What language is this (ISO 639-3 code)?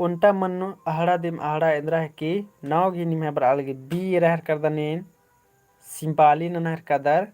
kru